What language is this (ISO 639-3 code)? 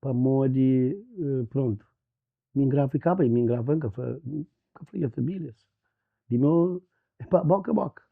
kea